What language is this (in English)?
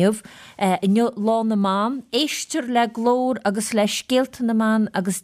Irish